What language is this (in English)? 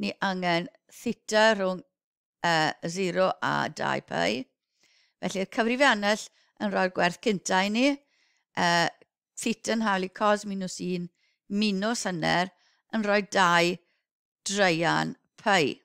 Welsh